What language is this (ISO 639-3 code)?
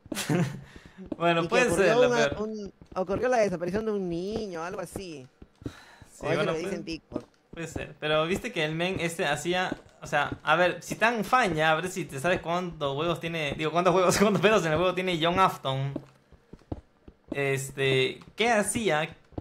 spa